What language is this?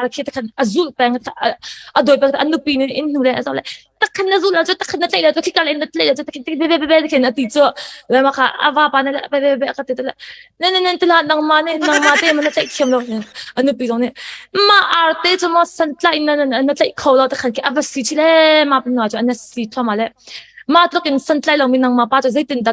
Hakha Chin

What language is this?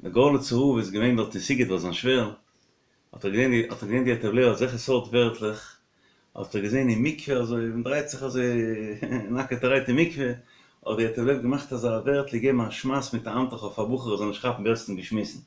Yiddish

